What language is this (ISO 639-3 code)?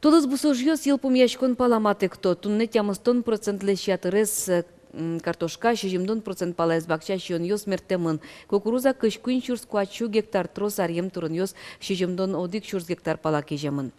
udm